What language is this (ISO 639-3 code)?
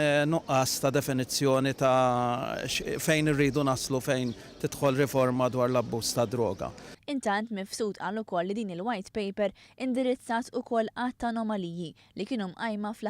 mlt